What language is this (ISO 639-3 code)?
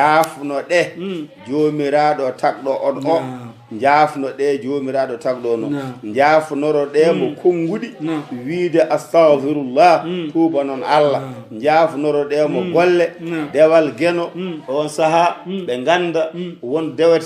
ful